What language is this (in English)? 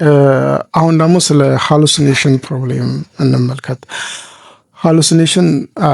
Amharic